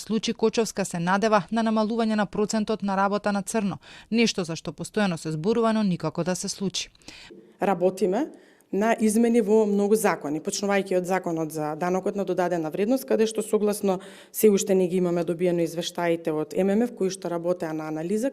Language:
Macedonian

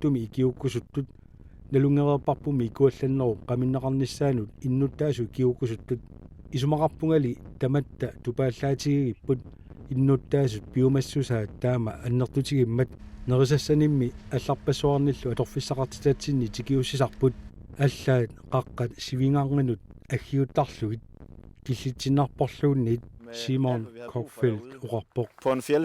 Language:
Kalaallisut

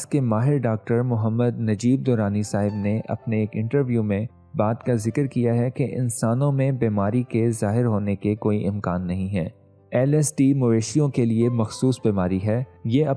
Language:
Urdu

